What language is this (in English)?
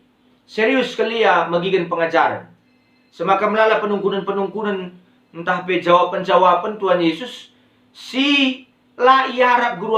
Batak Karo